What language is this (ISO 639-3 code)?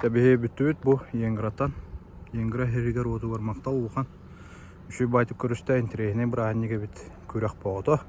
sah